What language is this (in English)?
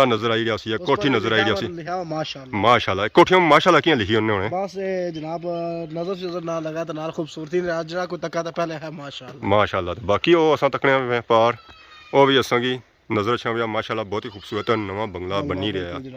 Pahari-Potwari